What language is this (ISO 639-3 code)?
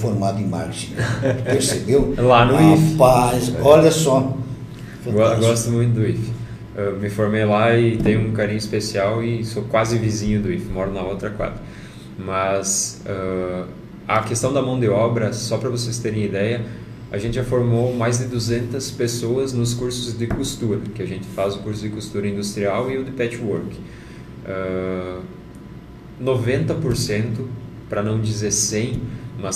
por